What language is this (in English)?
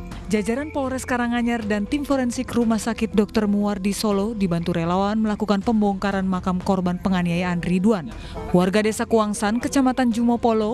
Indonesian